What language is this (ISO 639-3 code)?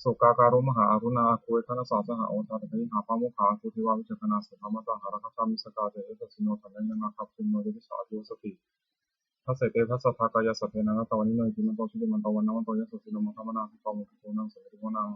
pli